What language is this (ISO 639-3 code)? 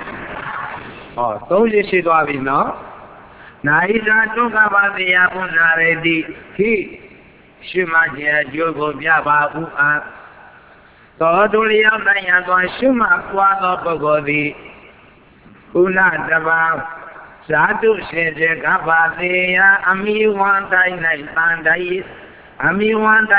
mya